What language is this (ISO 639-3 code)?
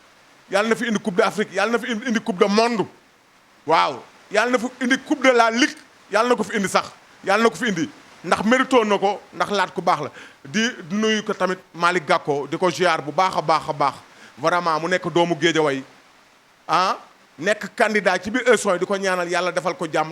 wol